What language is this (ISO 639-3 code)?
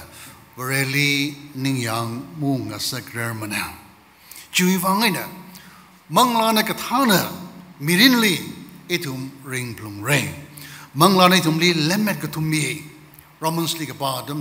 nmf